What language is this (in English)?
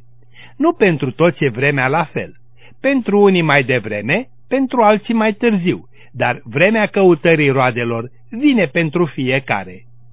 Romanian